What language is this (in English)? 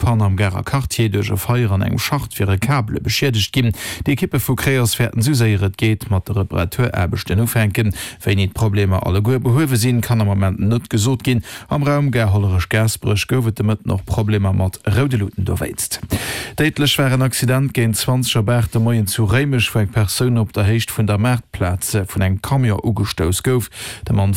Luxembourgish